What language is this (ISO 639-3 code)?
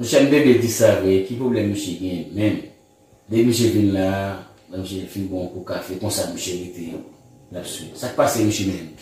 hat